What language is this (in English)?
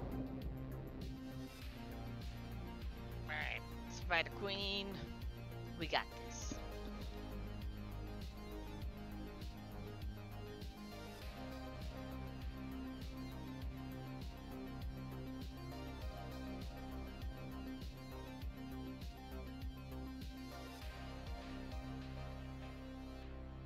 English